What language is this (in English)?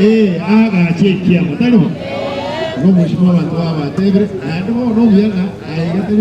Gusii